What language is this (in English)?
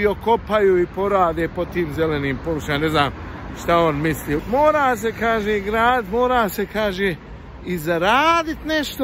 Bosnian